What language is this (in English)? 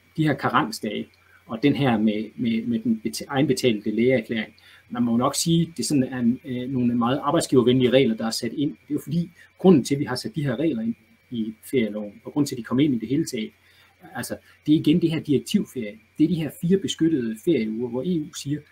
Danish